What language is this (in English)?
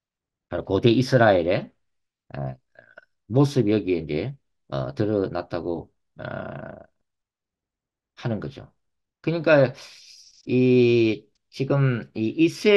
Korean